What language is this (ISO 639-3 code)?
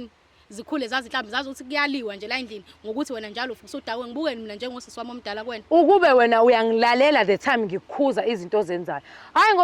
zul